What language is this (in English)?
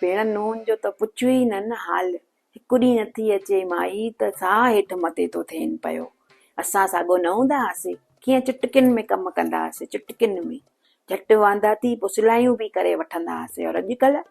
Sindhi